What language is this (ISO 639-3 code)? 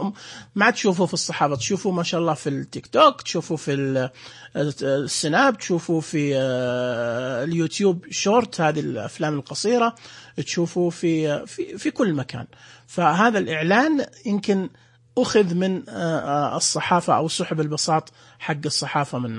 ars